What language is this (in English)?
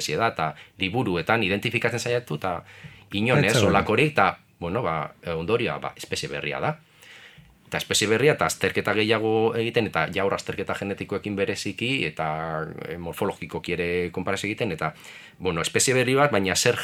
Basque